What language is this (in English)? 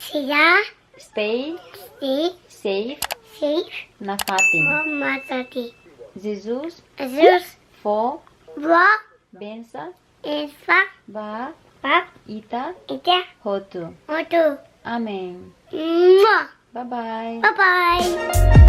Tetum